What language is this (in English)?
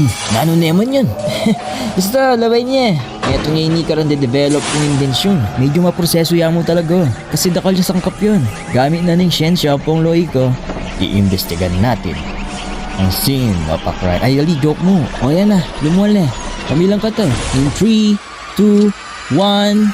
Pampanga